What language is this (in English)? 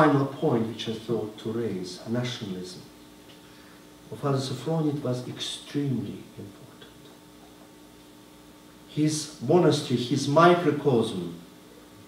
English